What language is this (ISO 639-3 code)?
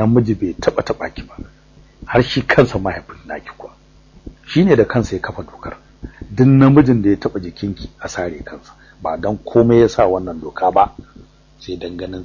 hau